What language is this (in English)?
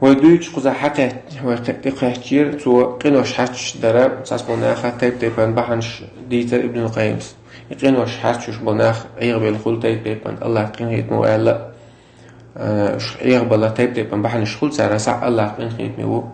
Chechen